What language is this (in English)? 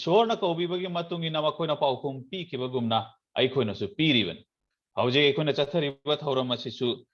Manipuri